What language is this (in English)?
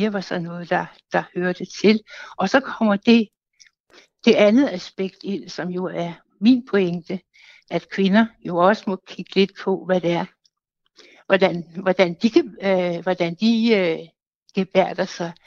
Danish